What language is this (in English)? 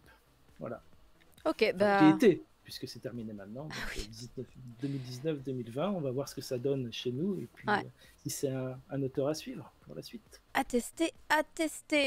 French